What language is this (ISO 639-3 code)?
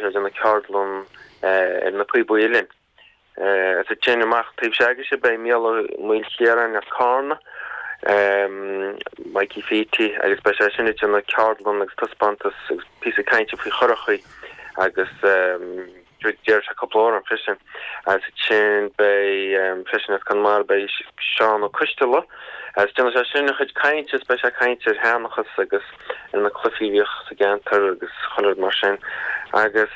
gle